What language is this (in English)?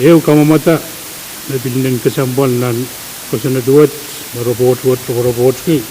Pohnpeian